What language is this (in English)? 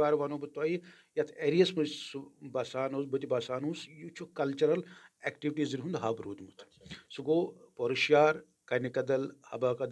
Kashmiri